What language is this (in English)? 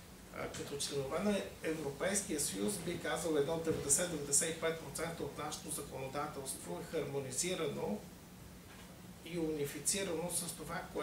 Bulgarian